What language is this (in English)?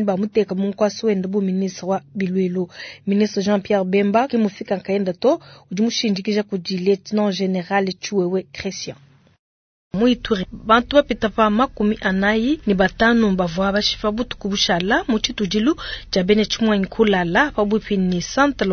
Luba-Lulua